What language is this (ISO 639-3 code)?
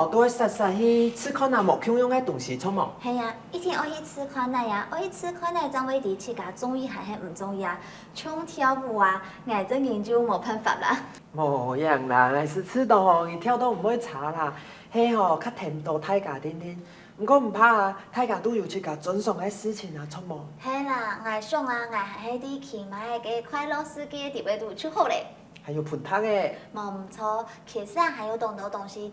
hak